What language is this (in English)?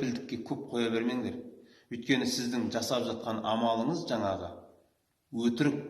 Kazakh